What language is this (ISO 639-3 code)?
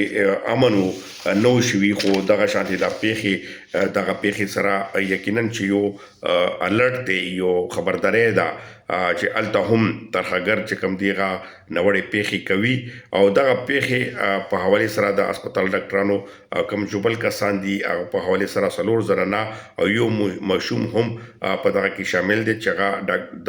pus